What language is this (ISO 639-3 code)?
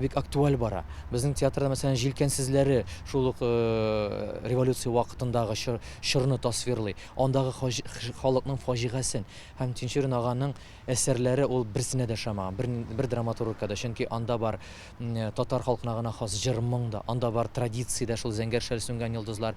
tat